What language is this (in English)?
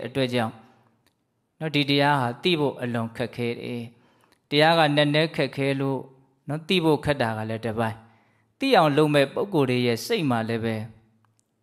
Burmese